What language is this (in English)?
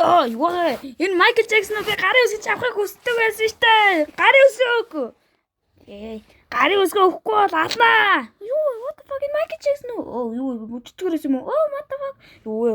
Mongolian